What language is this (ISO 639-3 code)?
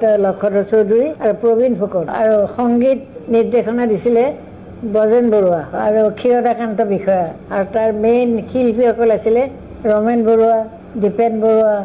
asm